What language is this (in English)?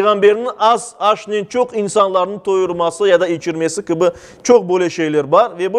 Crimean Tatar